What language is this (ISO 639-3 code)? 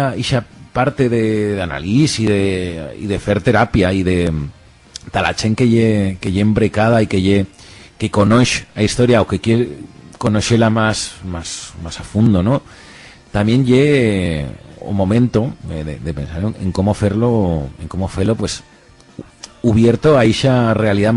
arg